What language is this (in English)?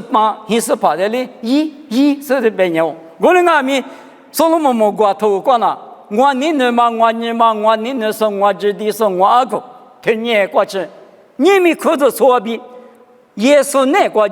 Lisu